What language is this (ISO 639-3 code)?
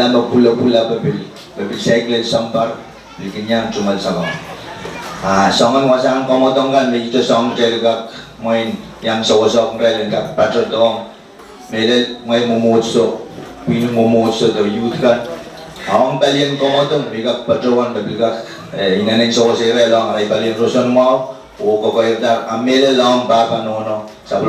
pon